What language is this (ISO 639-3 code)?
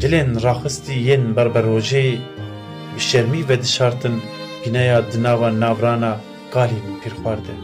kur